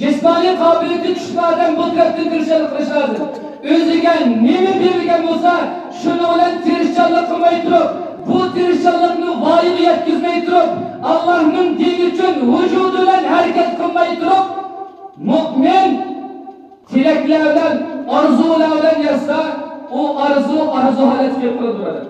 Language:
Uyghur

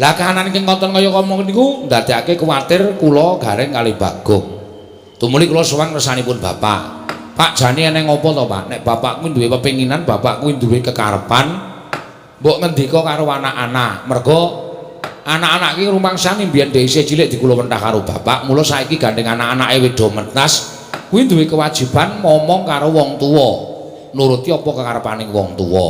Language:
Javanese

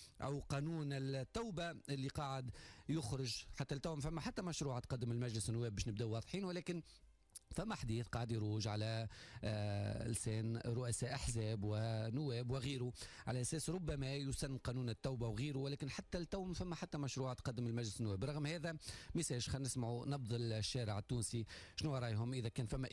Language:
Tunisian Arabic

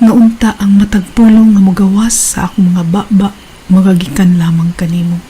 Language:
Cebuano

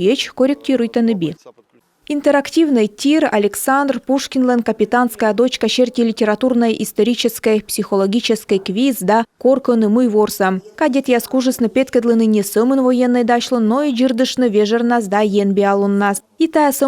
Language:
Komi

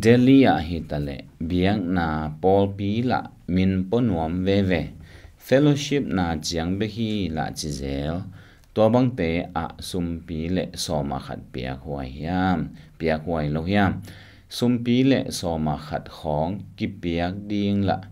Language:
Tedim Chin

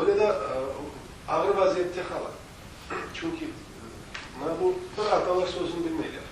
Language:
Crimean Tatar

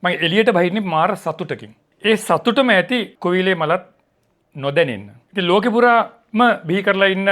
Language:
Sinhala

